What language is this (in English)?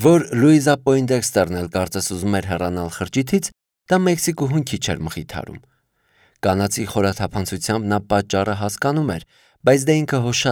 Armenian